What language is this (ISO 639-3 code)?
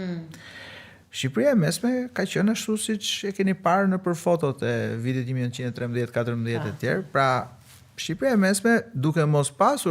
sqi